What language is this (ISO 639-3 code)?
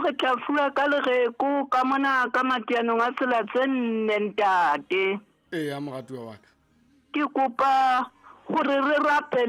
sot